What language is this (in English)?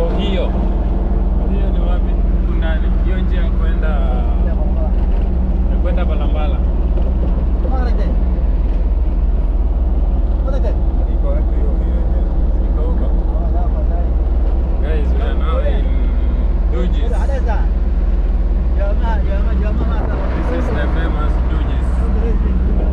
Swahili